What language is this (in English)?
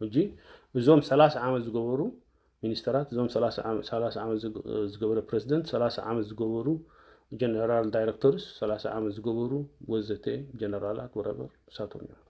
Tigrinya